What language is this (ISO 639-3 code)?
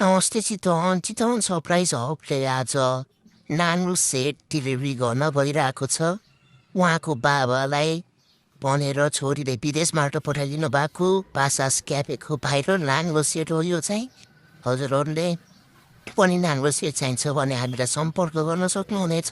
nep